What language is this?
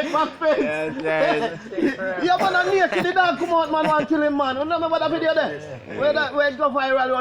Jamaican Creole English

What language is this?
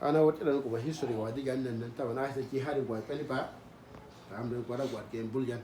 Uduk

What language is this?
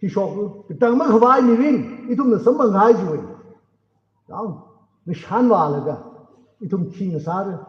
Tangkhul Naga (India)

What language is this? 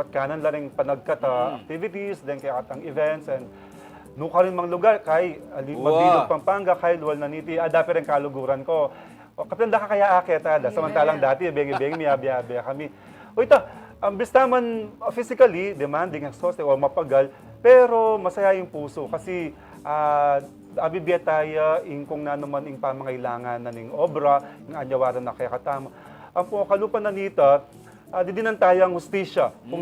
Pampanga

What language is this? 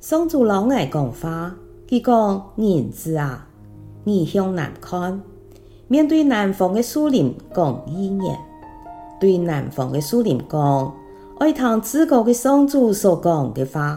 Hakka Chinese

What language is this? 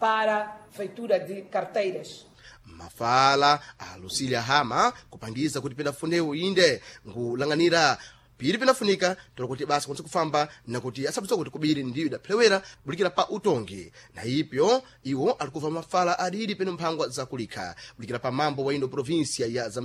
Sena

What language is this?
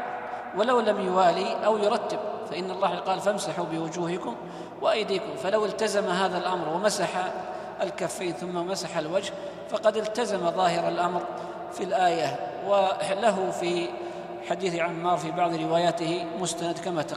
Arabic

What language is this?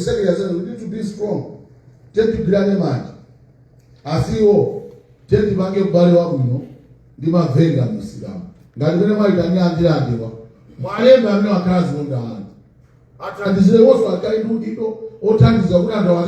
Nyanja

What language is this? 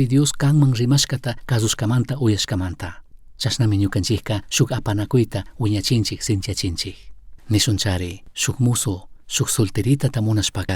Chimborazo Highland Quichua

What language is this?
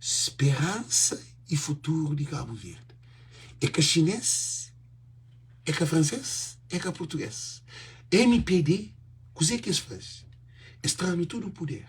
Kabuverdianu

